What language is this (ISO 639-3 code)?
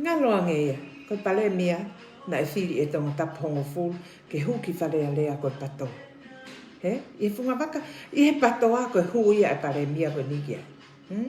ton